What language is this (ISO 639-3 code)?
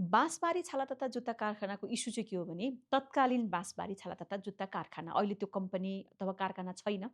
nep